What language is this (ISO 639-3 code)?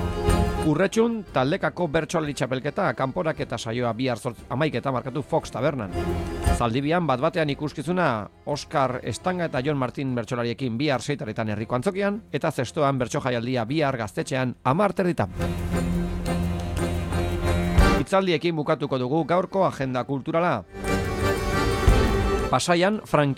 eus